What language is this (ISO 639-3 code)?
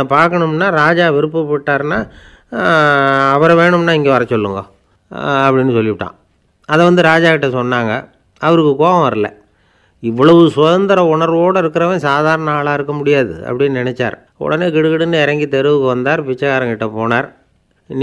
tam